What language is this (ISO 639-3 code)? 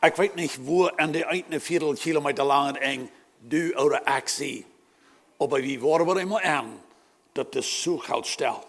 pdt